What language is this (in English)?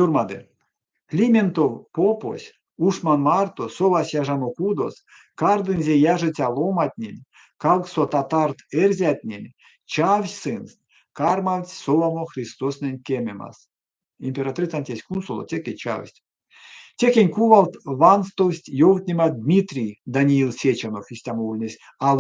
Erzya